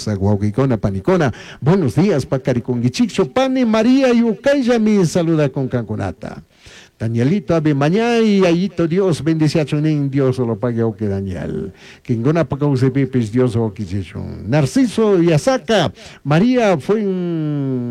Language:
Chimborazo Highland Quichua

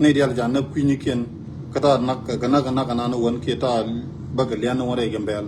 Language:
Nuer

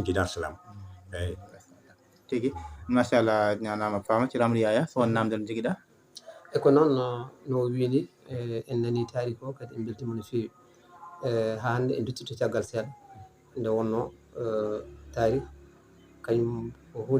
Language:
Fula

